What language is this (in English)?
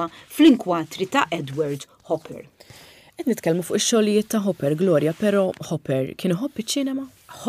Maltese